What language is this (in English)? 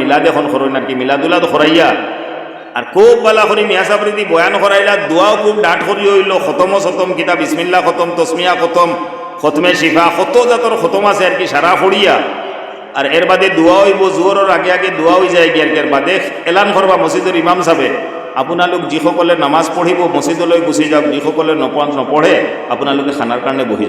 Sylheti